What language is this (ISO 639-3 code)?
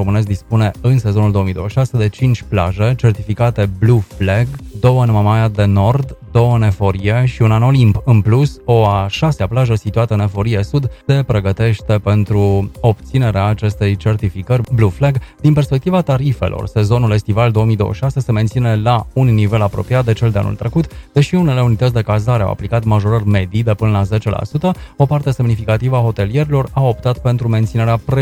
ron